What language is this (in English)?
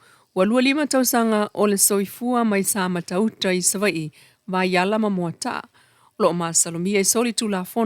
Samoan